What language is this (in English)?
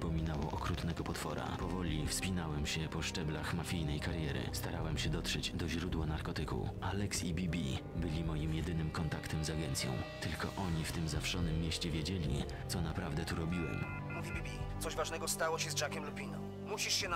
Polish